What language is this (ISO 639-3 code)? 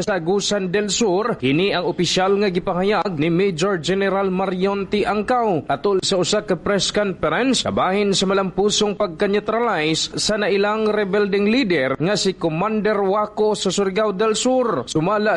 ceb